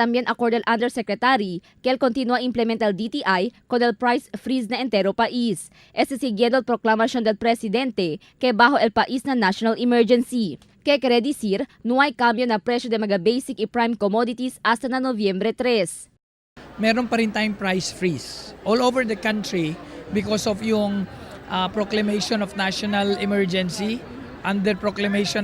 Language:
Chavacano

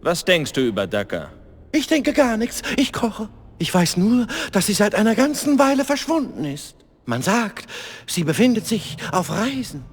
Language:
Bavarian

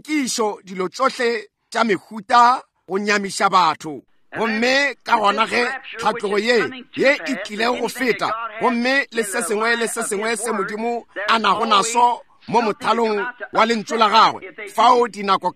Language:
Northern Sotho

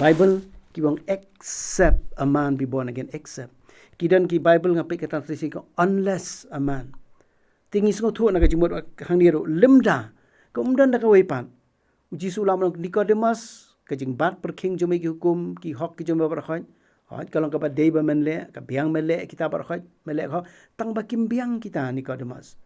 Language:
Khasi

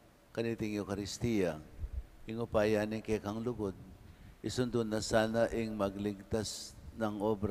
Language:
Pampanga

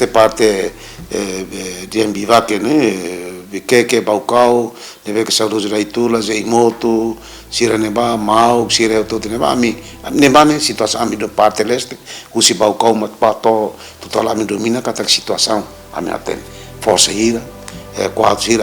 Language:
Tetum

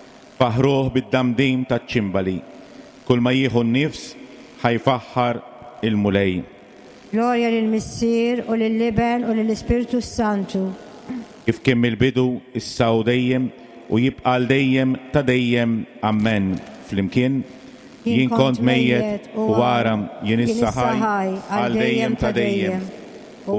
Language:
Maltese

